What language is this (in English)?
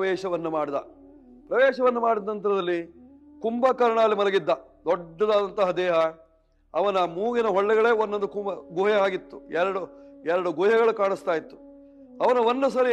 Kannada